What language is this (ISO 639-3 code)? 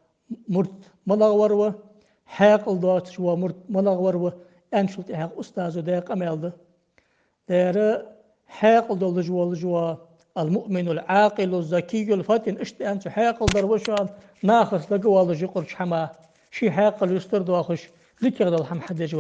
inh